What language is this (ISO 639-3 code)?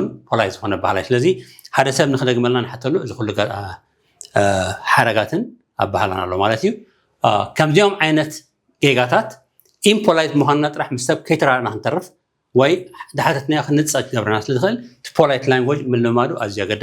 tir